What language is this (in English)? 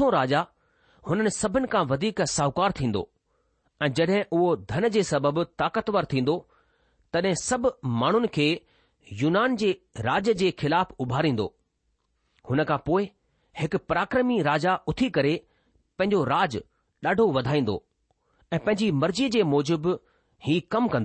Sindhi